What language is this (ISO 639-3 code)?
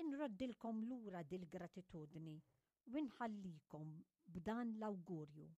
mlt